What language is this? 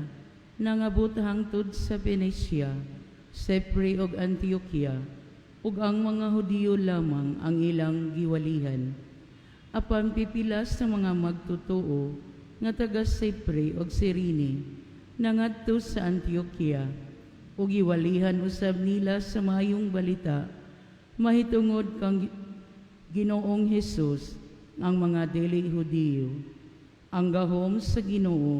Cebuano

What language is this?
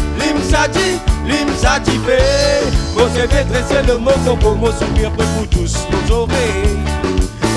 Réunion Creole French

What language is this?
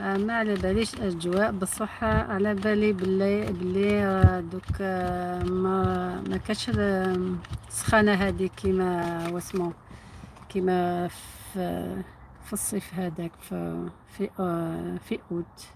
Algerian Arabic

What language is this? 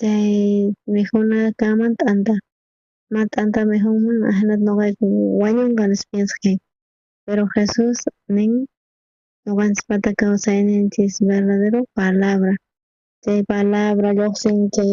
South Bolivian Quechua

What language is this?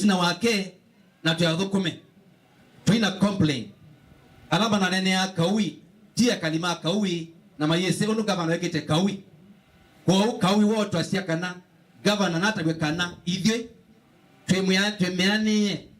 Kamba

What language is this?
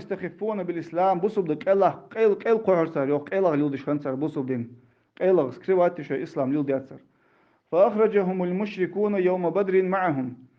Ingush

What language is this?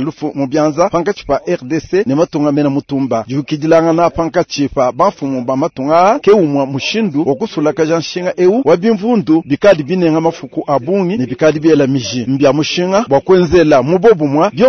Luba-Lulua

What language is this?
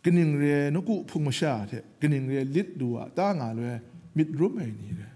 Kachin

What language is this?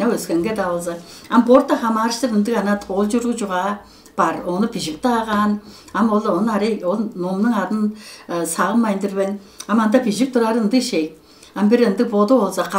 Tuvinian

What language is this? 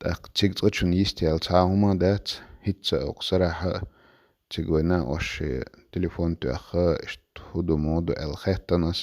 Chechen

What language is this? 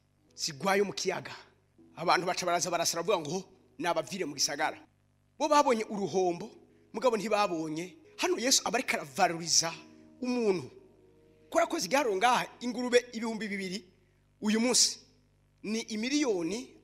Rundi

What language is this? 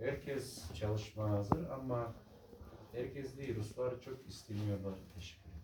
Crimean Tatar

